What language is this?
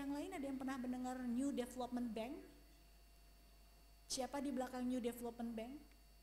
Indonesian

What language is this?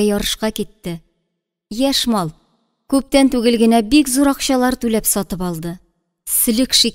Tatar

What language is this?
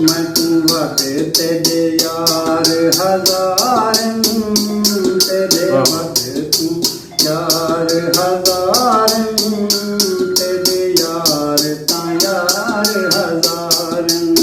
Saraiki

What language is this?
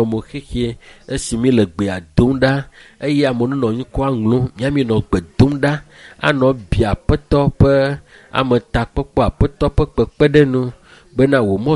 Ewe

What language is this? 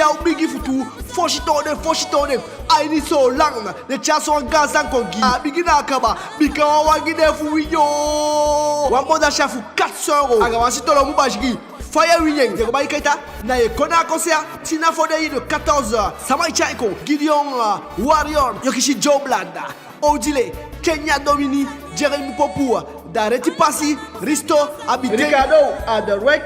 Eastern Maroon Creole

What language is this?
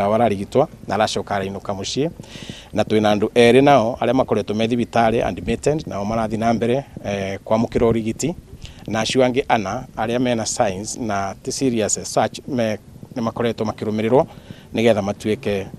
Kikuyu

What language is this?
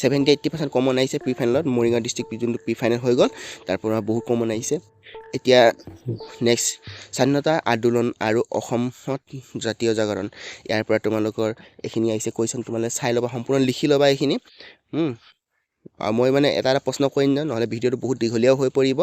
Assamese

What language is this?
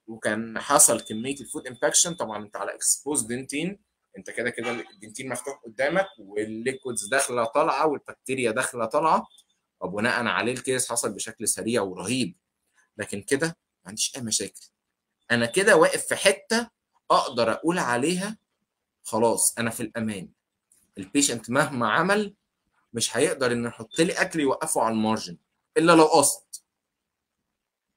Egyptian Arabic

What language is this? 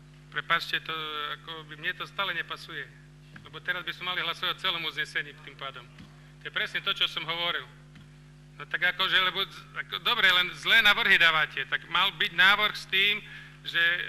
Slovak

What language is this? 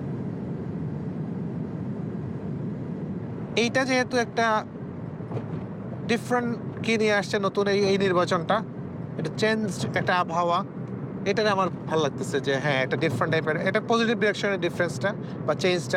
Bangla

